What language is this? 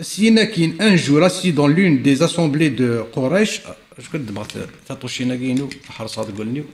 Kabyle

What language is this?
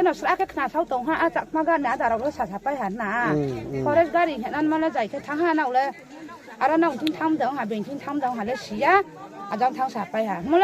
Riang (India)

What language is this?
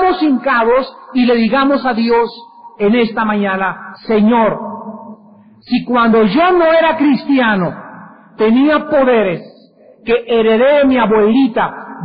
Spanish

